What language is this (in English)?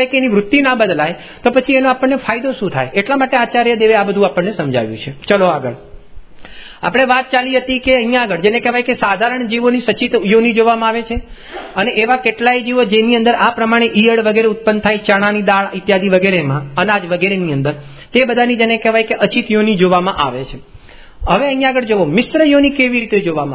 Gujarati